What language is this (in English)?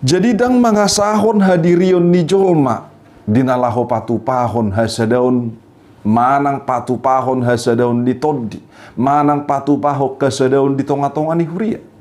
Batak Toba